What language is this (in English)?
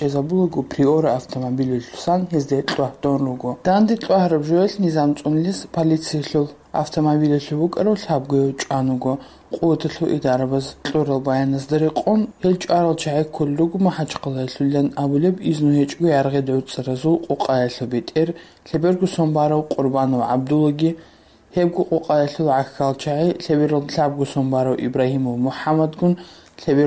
Avaric